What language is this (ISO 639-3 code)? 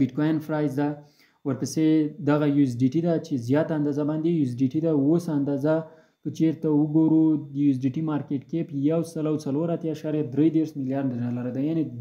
pus